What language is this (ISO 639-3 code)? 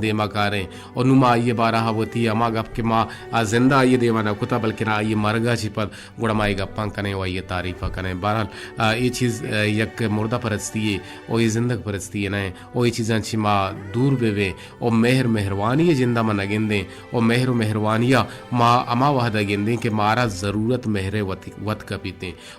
bgp